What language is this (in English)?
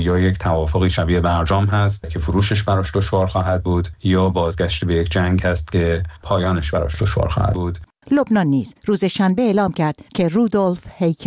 Persian